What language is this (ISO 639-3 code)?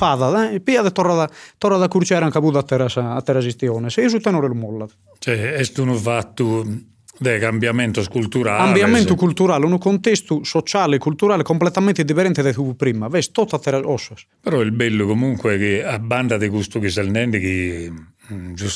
srd